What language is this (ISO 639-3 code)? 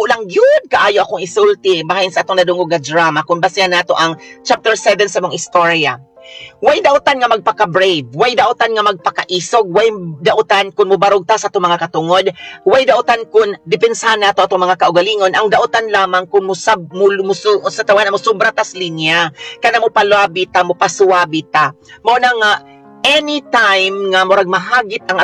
ceb